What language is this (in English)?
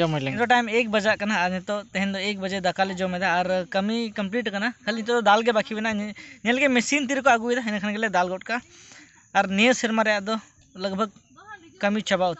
Santali